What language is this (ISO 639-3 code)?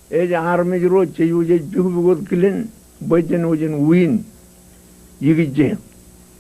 mah